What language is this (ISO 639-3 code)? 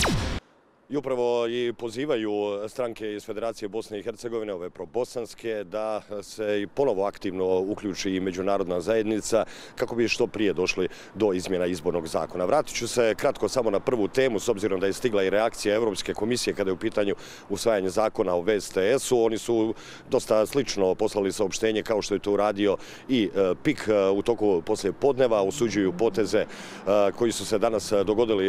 bos